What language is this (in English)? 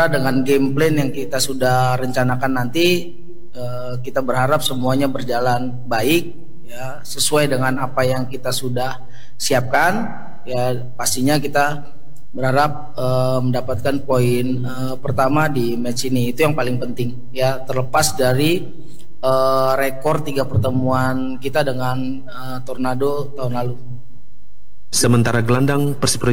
Indonesian